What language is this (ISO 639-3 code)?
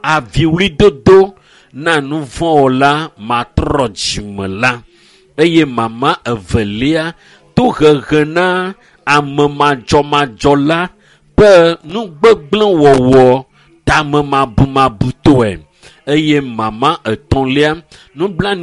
ewe